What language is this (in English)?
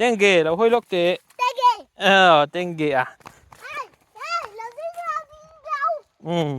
Mizo